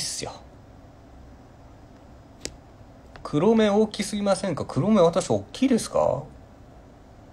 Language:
Japanese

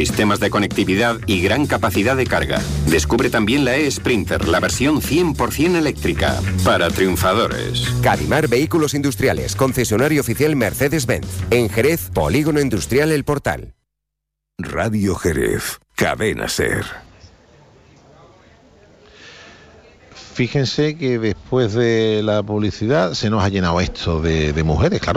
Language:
Spanish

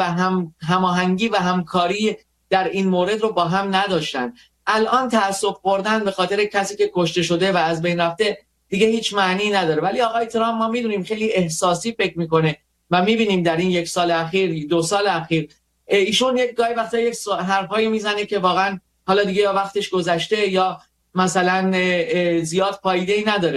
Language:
Persian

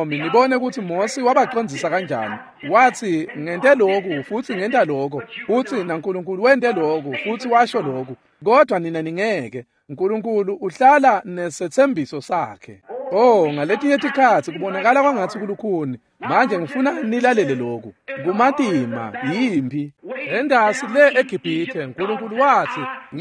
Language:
Swati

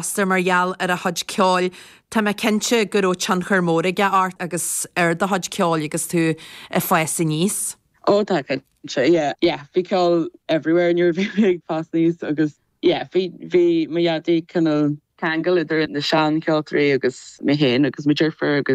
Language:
Irish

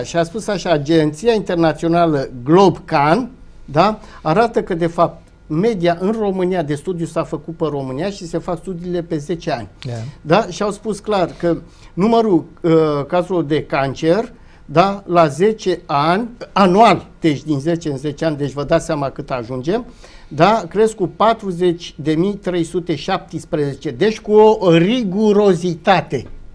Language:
Romanian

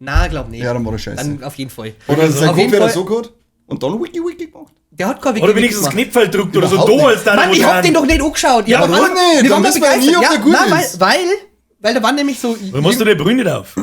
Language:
Bavarian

